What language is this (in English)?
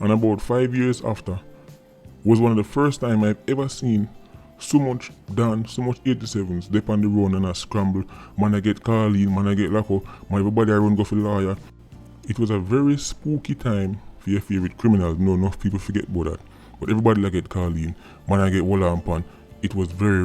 Jamaican Creole English